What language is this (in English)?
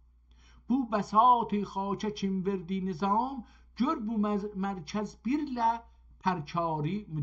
South Azerbaijani